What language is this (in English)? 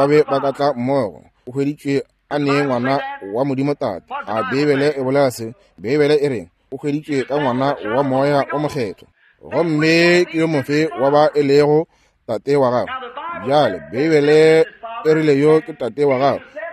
Northern Sotho